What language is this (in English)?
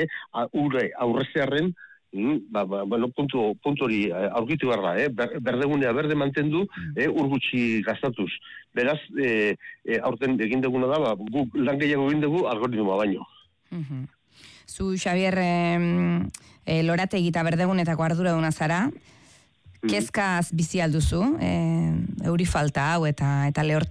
Basque